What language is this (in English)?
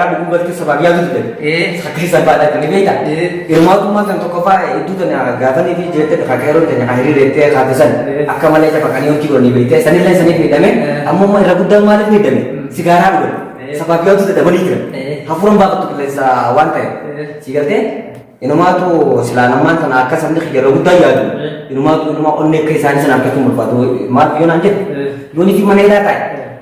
Oromo